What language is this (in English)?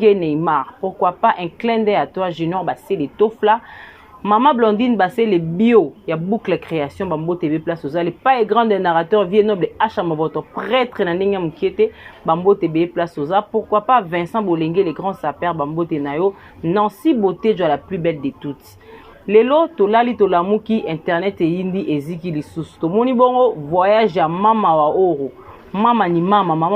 Lingala